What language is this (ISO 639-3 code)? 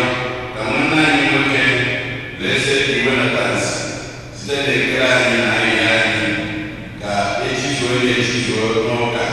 ibo